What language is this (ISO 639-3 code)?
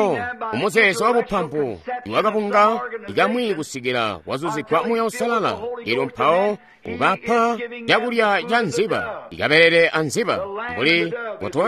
toi